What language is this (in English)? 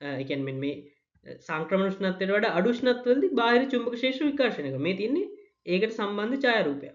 Sinhala